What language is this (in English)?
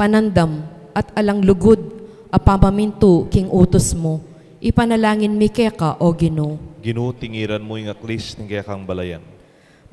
Pampanga